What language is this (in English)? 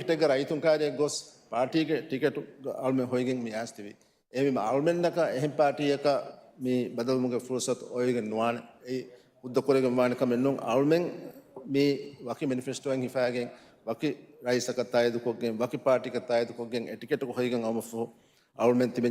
Divehi